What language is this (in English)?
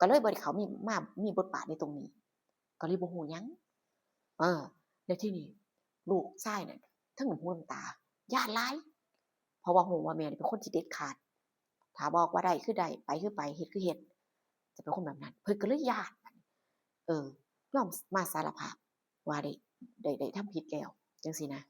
Northeastern Thai